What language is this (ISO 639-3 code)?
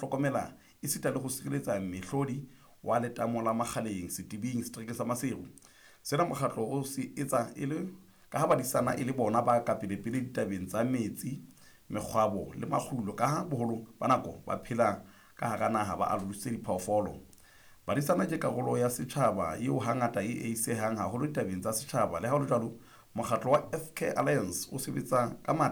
sot